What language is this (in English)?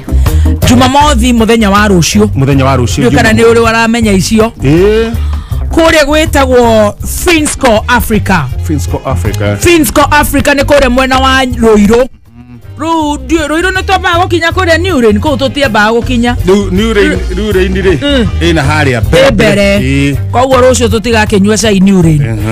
Kikuyu